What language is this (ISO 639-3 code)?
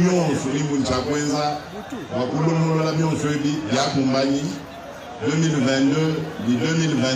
lua